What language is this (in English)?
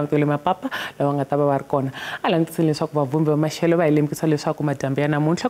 Tsonga